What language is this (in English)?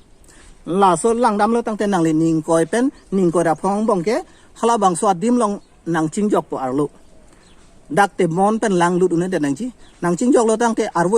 Karbi